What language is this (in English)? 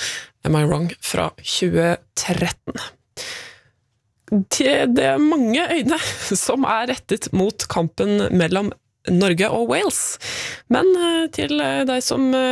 Norwegian